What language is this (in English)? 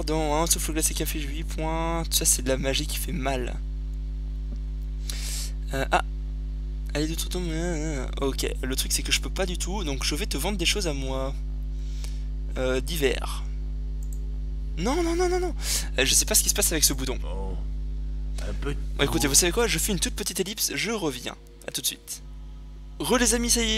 French